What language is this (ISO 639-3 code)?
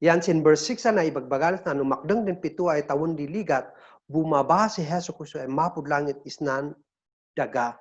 kne